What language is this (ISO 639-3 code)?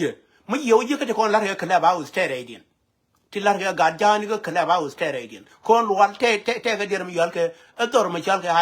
nus